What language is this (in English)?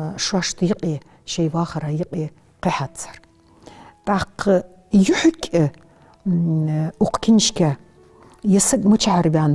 Ingush